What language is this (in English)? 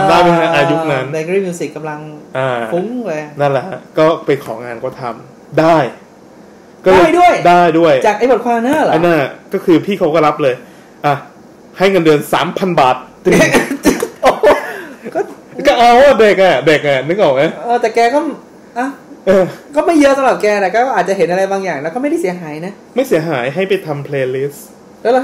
Thai